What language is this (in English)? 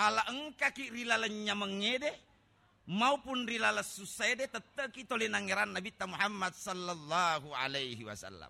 Buginese